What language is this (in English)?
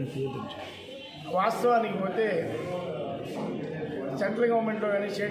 Telugu